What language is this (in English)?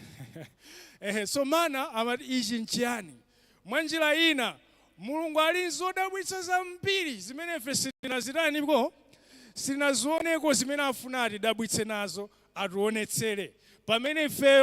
Nyanja